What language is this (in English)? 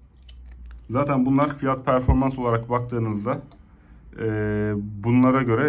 Turkish